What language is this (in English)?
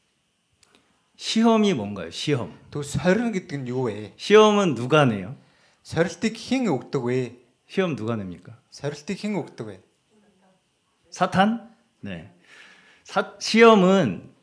Korean